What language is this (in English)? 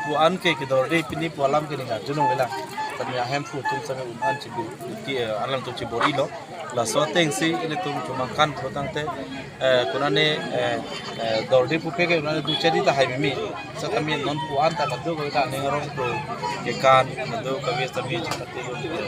Karbi